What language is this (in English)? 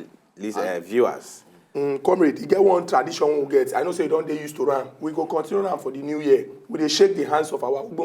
Nigerian Pidgin